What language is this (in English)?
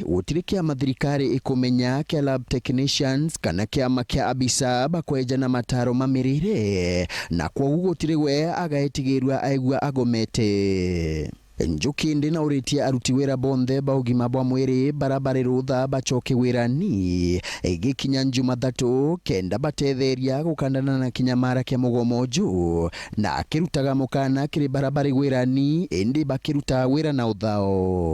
Meru